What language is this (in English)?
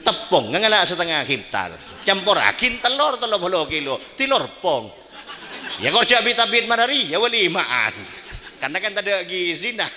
Madurese